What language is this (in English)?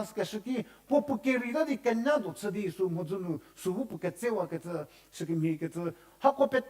Angami Naga